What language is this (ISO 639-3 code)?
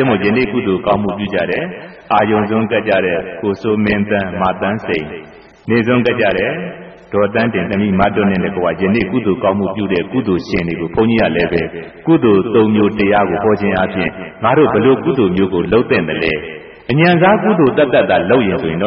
mya